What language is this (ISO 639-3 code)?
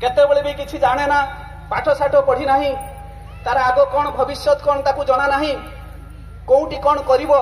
ori